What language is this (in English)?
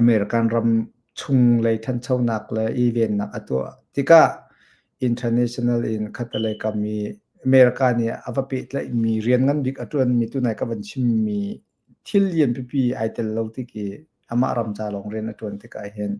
Hakha Chin